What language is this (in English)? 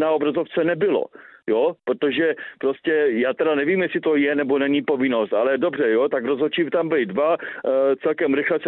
Czech